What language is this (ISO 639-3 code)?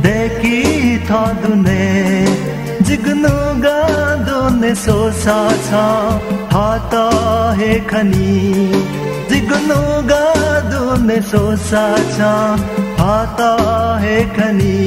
new